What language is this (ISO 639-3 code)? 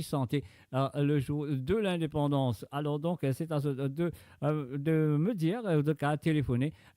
mfe